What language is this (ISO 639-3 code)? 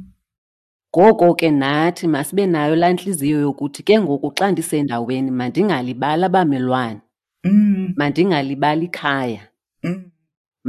xho